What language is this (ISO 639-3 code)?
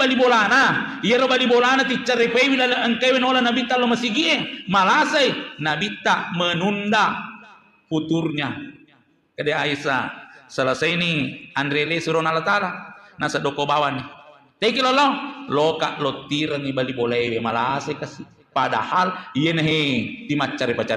bug